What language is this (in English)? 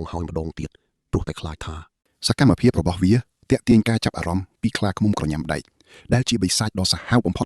Khmer